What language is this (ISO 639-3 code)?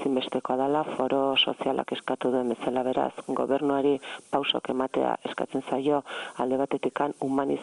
eus